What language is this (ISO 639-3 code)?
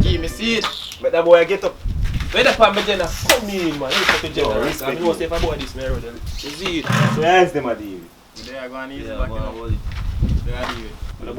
jam